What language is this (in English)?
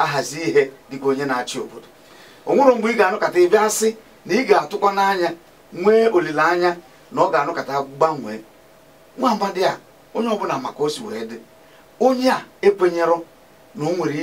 Igbo